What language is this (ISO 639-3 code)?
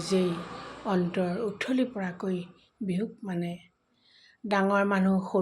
asm